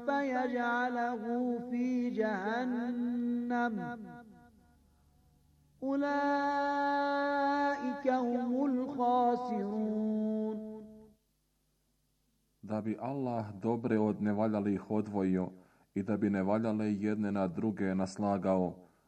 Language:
Bosnian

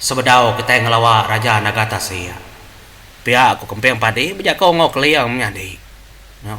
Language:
Iban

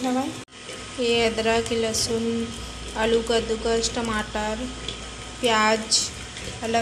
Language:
Chhattisgarhi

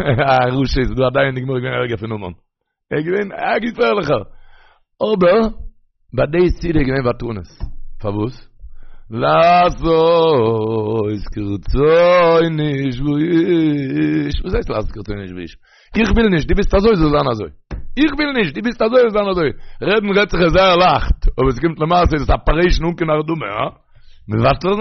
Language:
Yiddish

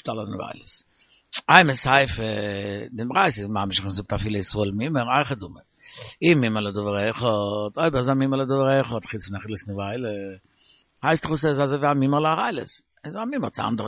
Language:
Yiddish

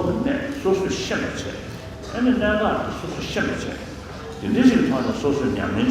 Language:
Tibetan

